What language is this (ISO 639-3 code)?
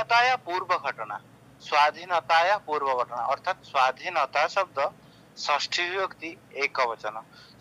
ori